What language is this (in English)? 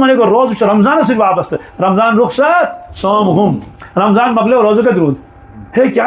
Kashmiri